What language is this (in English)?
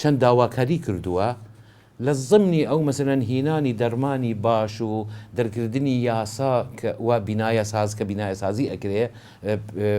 Central Kurdish